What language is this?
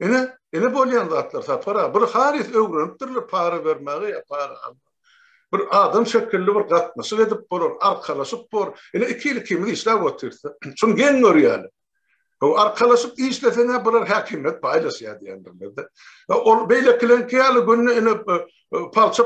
Turkmen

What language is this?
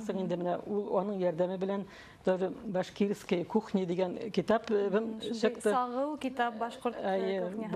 Bashkir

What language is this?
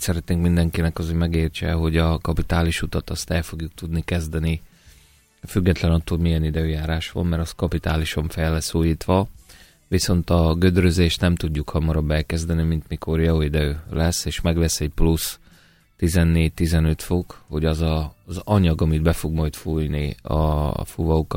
Hungarian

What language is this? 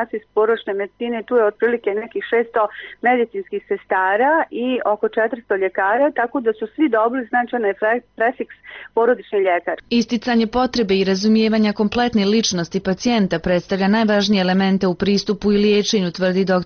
Bosnian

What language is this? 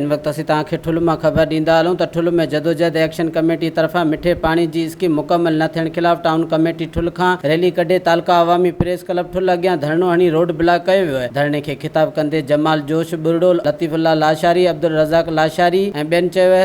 Sindhi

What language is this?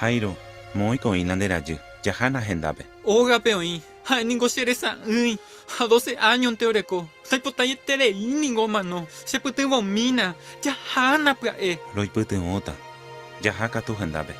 Guarani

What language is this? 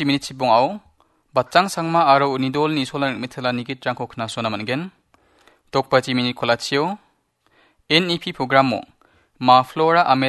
Garo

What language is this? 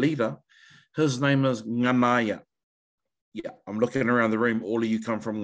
Māori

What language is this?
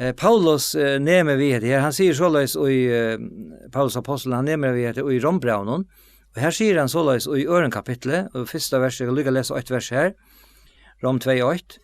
Faroese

